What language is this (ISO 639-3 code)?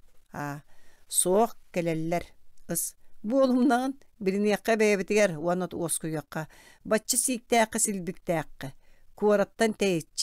sah